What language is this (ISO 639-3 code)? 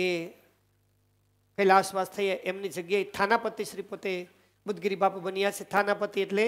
guj